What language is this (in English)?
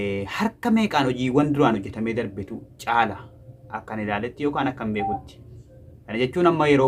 Oromo